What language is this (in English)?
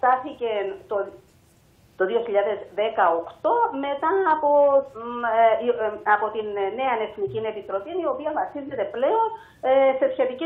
Greek